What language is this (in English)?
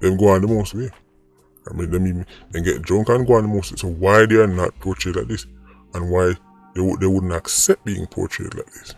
Jamaican Creole English